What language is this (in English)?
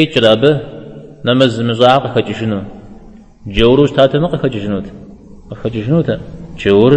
Kabardian